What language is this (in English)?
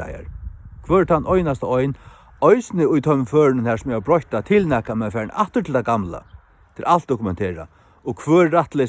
Faroese